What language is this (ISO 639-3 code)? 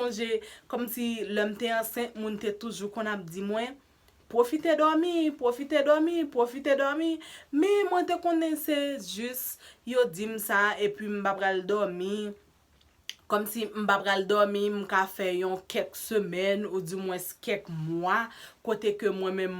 hat